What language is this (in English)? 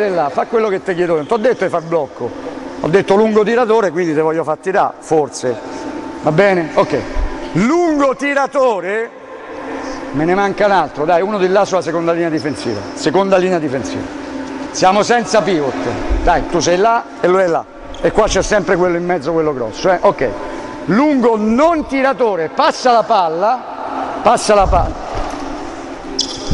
Italian